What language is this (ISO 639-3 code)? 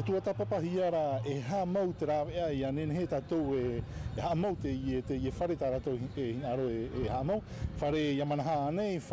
tah